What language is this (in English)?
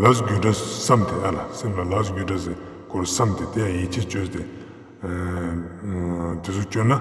Ladakhi